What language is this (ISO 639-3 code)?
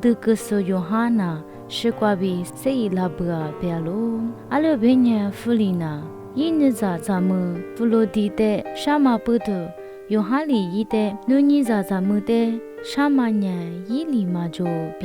lis